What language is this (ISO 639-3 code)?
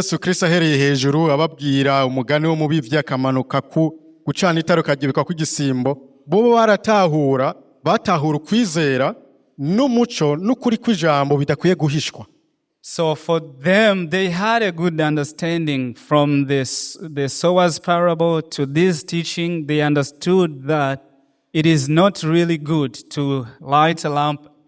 run